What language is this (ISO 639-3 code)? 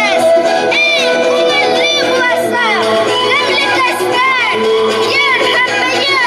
bak